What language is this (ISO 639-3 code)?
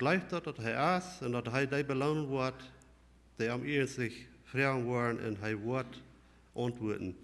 pdt